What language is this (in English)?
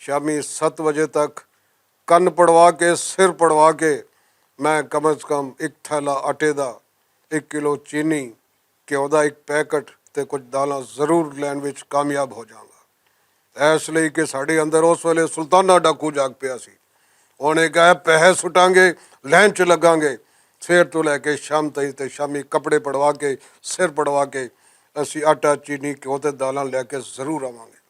Western Panjabi